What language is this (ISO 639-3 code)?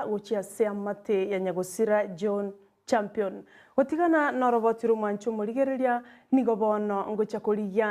guz